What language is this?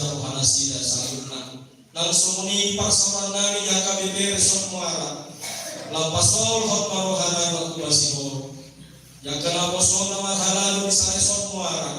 Batak Toba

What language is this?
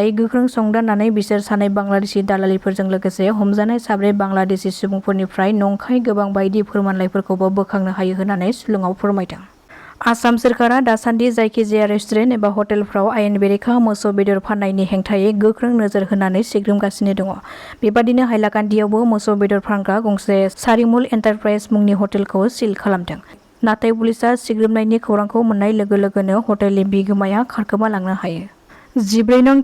Bodo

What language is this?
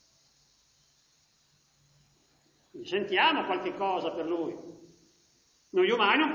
Italian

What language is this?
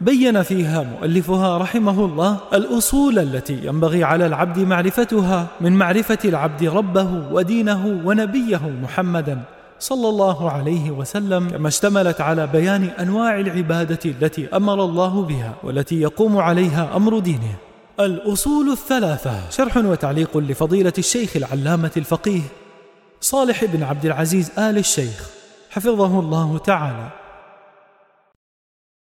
Arabic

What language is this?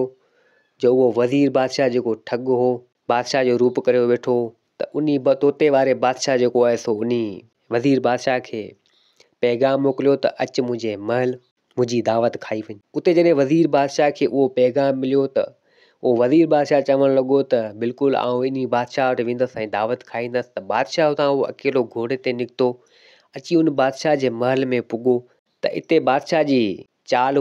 Sindhi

